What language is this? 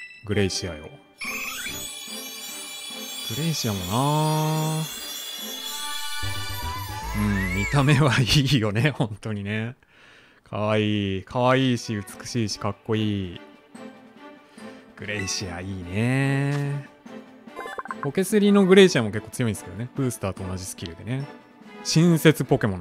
Japanese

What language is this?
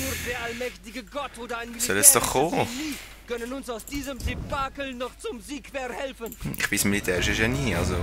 Swiss German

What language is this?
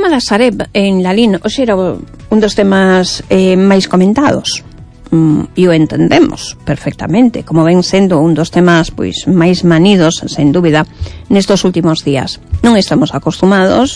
Galician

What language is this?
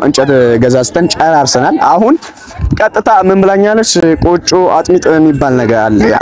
Amharic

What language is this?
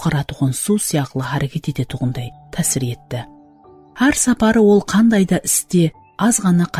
Kara-Kalpak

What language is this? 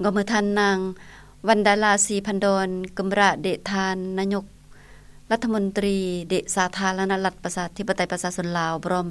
Lao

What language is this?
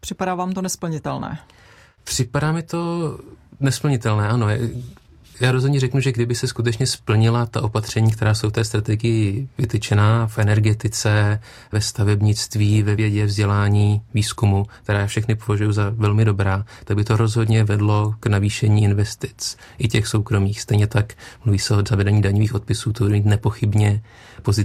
Czech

